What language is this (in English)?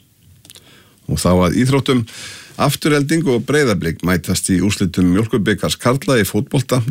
Icelandic